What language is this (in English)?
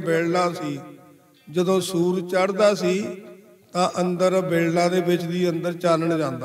Punjabi